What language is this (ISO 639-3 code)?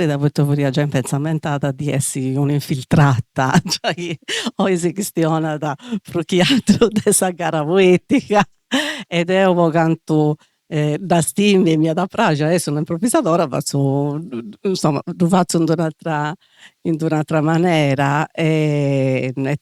srd